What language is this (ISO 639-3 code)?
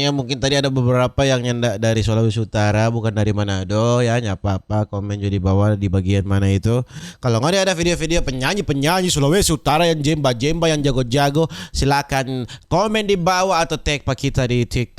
xmm